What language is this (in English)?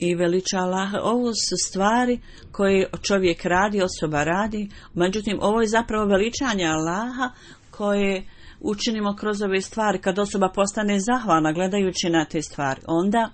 Bosnian